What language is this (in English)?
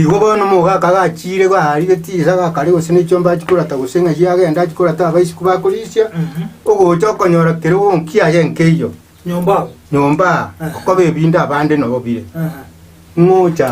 Gusii